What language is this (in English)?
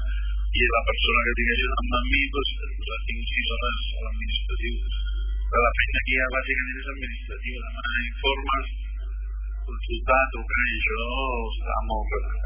Catalan